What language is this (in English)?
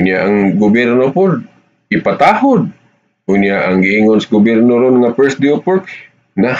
Cebuano